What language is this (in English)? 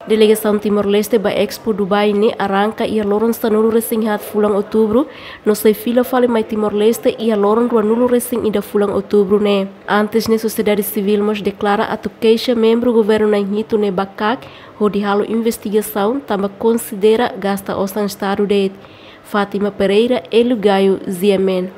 Tetum